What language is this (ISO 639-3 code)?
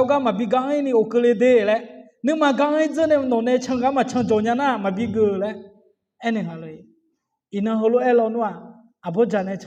ahk